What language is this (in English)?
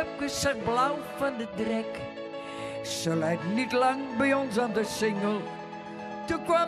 Western Frisian